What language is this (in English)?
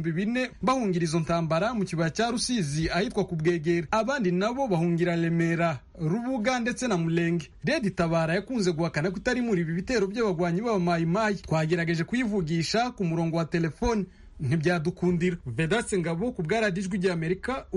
Kinyarwanda